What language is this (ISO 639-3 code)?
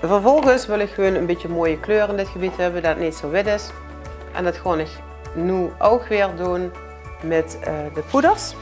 lim